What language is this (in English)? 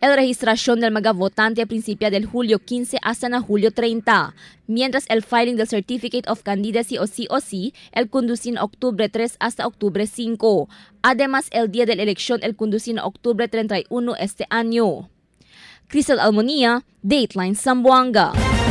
Chavacano